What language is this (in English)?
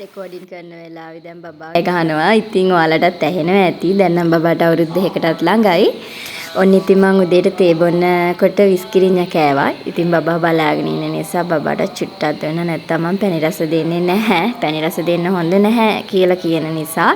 Sinhala